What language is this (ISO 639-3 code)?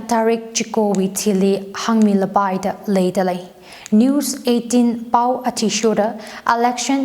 nmf